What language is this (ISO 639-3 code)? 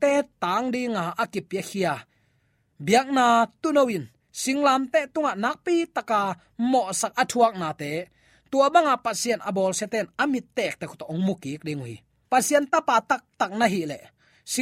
ctd